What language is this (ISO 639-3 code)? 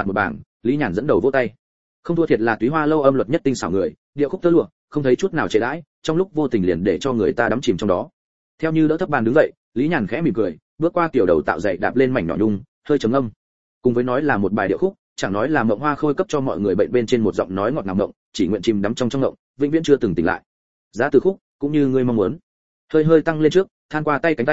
vie